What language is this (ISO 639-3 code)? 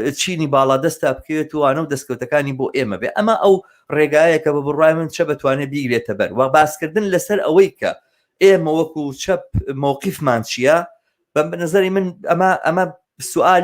ckb